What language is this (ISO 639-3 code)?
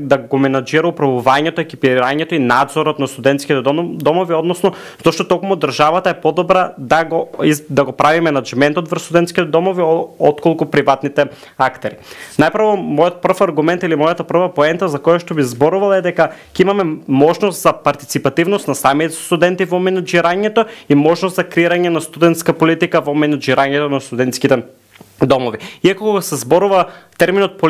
mkd